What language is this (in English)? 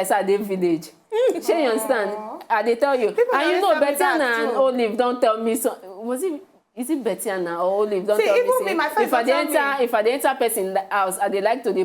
Nigerian Pidgin